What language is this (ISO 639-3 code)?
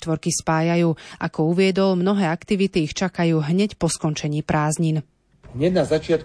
slk